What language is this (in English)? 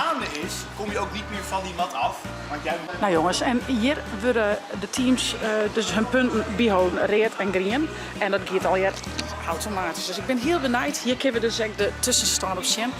Western Frisian